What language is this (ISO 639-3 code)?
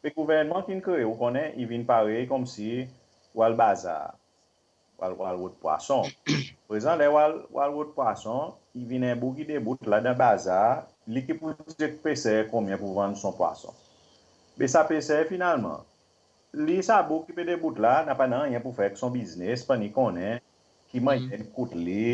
crs